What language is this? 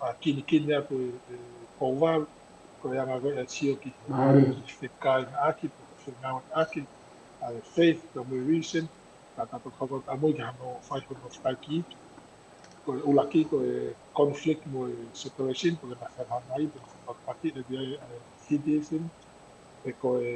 Tongan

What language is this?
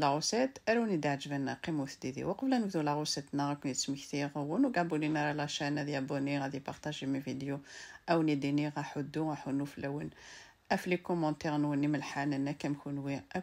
Kabyle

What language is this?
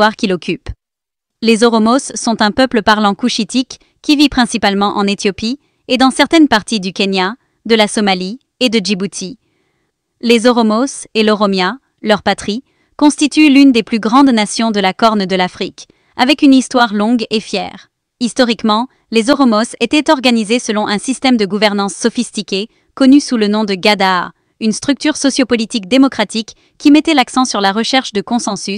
French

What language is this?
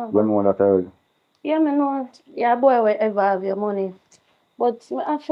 Jamaican Creole English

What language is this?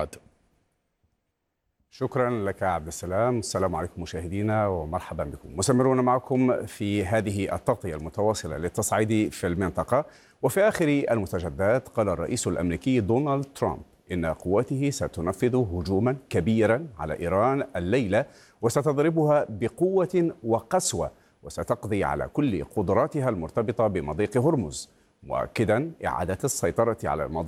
Arabic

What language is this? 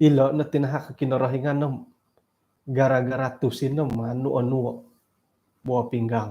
Central Dusun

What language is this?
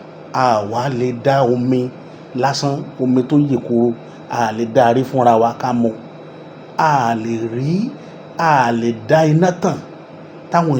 Yoruba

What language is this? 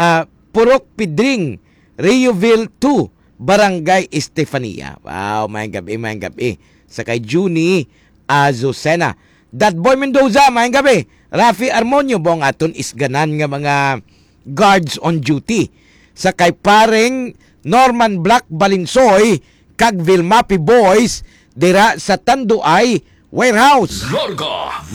Hiligaynon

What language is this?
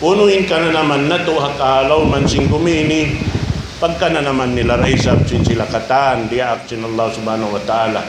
Tausug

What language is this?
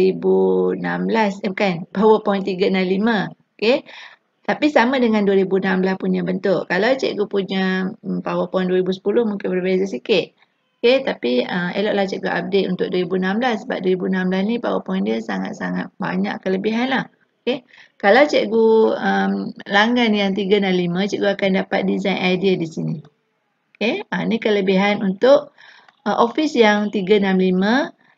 Malay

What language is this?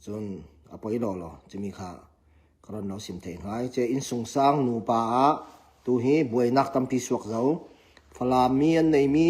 Falam Chin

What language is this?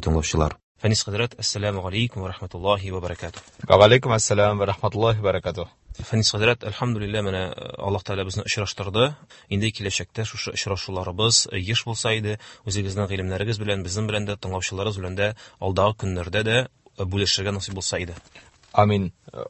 Tatar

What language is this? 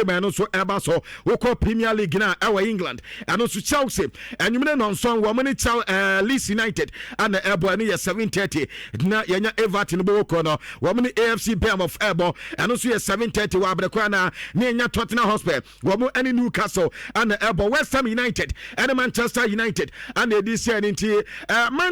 Akan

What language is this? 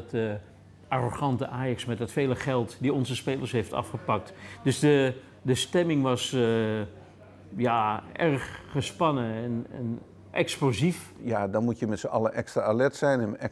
Dutch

